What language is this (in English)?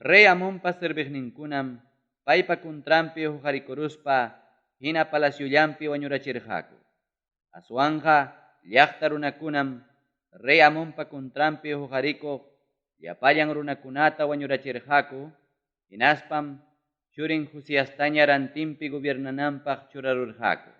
Ayacucho Quechua